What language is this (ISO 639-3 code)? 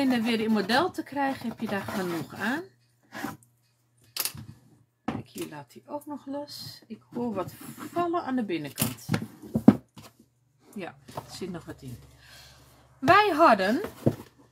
nld